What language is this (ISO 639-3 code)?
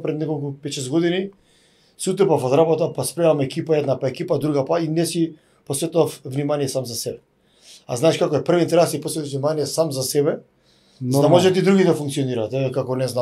mkd